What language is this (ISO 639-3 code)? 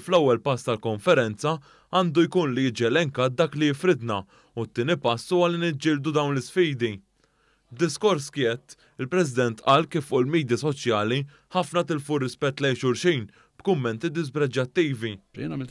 mlt